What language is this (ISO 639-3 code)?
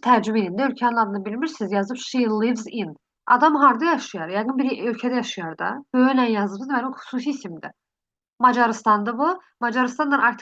aze